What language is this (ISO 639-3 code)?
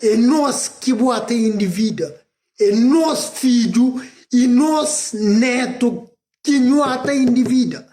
kea